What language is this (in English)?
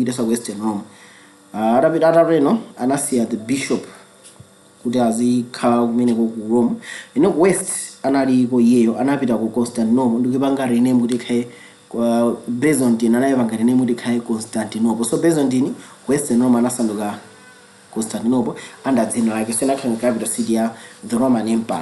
Nyanja